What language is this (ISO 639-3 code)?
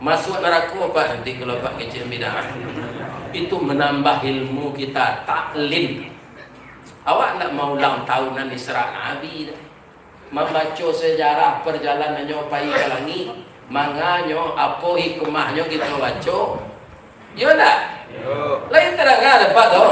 min